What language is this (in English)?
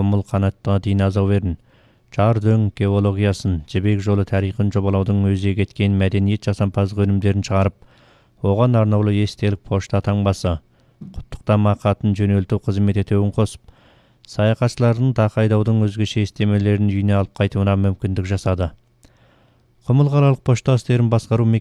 Kazakh